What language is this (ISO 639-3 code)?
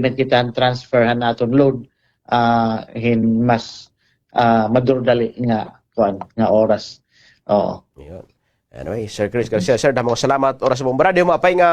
war